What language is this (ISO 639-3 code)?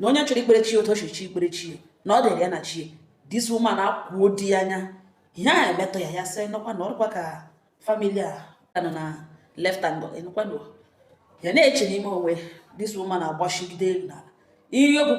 ibo